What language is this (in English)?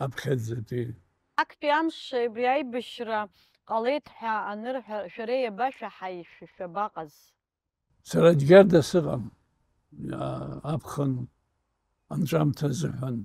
Abkhazian